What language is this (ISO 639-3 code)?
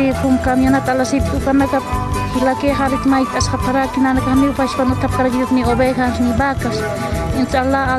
aym